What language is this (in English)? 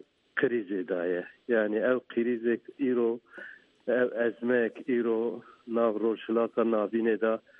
Kurdish